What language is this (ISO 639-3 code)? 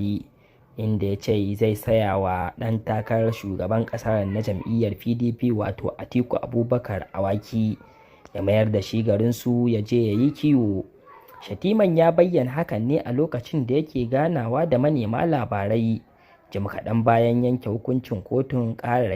hau